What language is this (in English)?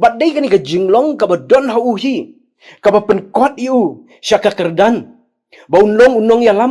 Khasi